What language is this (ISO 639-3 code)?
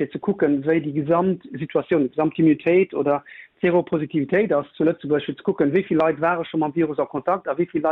ltz